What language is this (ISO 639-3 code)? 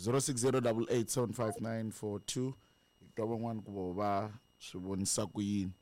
tso